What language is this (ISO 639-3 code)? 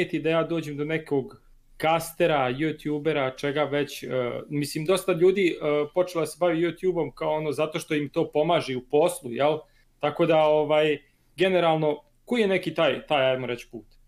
srp